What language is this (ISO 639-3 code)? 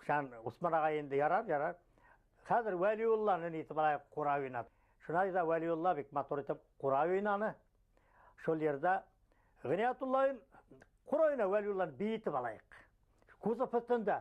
bak